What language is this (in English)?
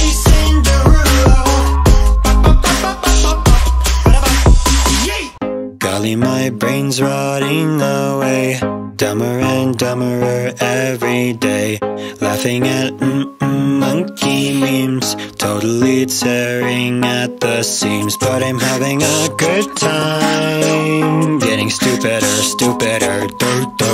English